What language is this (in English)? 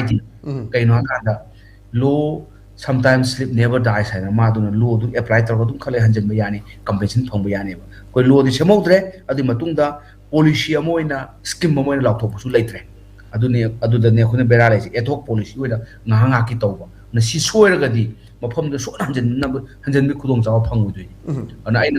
Manipuri